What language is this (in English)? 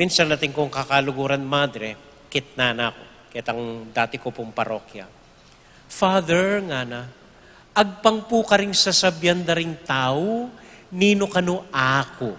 Pampanga